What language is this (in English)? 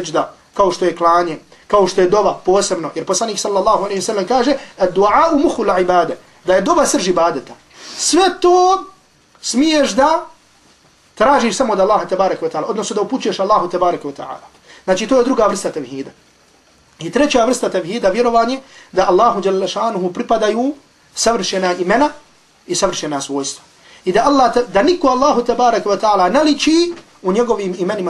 Bosnian